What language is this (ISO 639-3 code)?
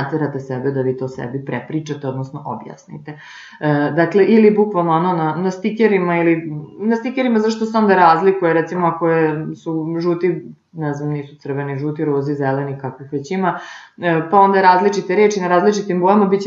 srp